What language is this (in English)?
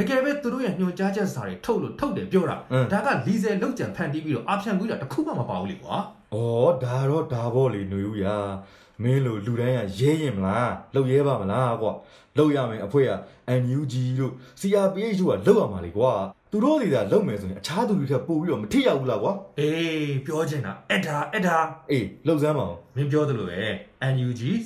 Burmese